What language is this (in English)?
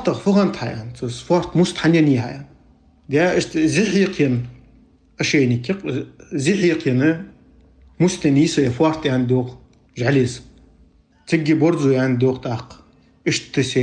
Ingush